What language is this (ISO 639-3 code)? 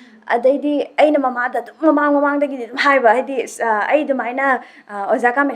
mni